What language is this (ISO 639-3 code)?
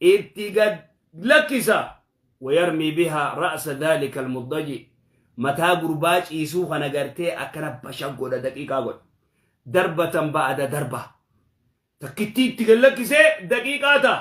orm